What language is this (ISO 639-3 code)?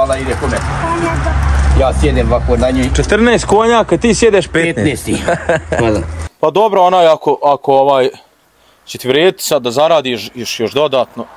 hrv